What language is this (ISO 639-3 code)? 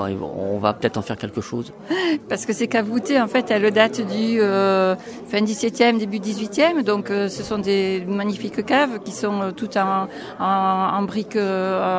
fra